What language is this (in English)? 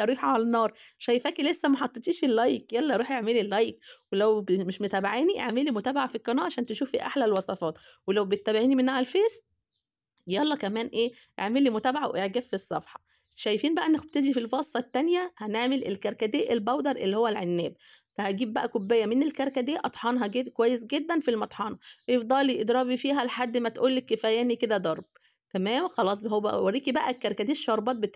Egyptian Arabic